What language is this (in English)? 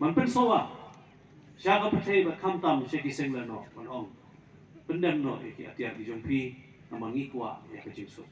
Khasi